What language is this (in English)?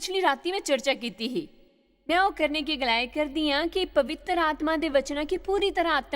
Dogri